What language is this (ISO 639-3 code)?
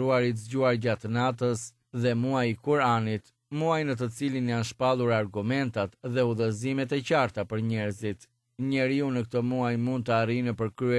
sqi